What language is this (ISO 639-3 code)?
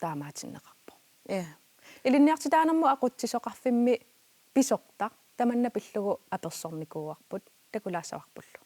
kal